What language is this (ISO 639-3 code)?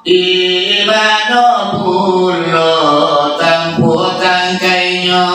min